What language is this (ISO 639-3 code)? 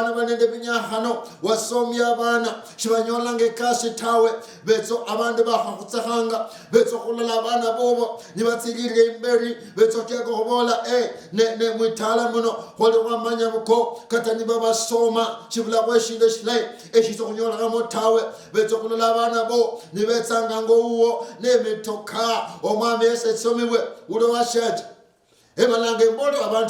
luy